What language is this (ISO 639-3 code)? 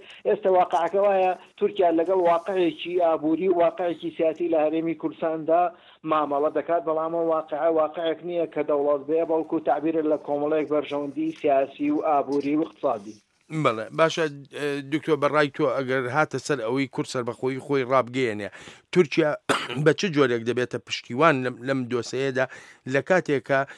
ckb